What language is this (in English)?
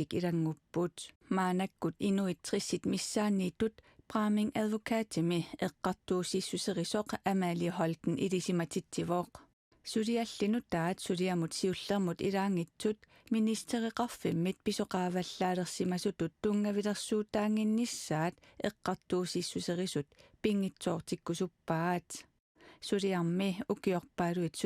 Kalaallisut